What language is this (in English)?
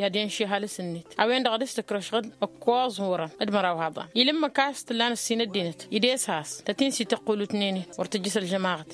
Tamasheq